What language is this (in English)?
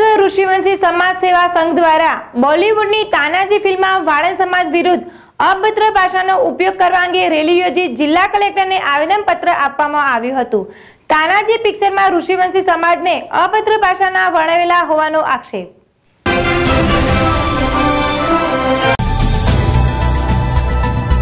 Gujarati